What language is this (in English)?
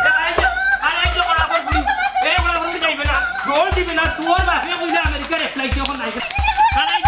Sylheti